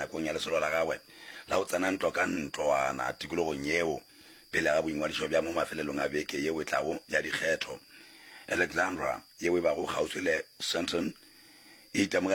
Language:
Northern Sotho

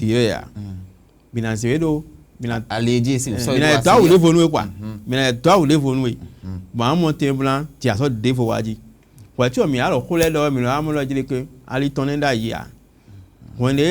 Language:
Fon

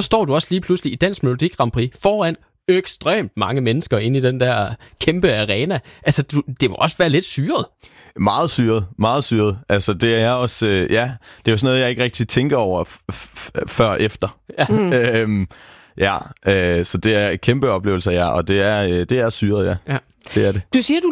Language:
Danish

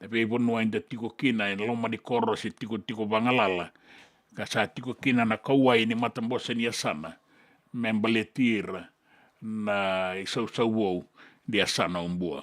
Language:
Fijian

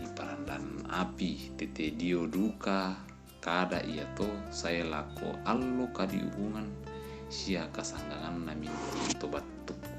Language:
Toraja-Sa'dan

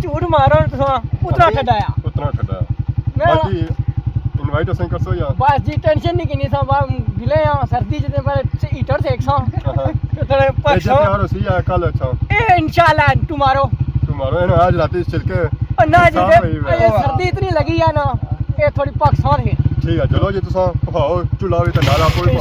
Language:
Pahari-Potwari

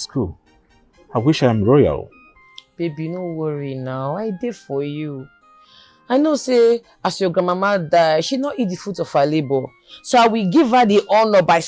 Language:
Nigerian Pidgin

